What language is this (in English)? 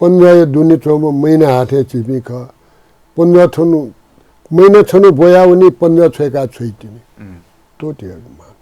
Newari